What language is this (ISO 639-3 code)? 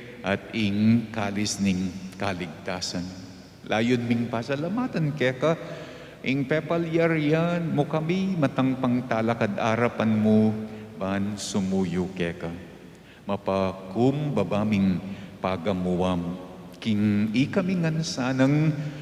pam